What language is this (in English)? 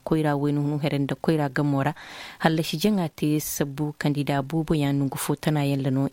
Koyraboro Senni